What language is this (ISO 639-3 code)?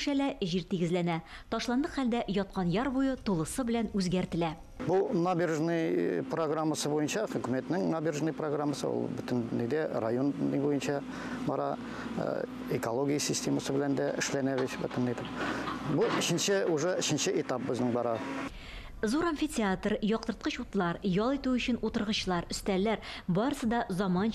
tat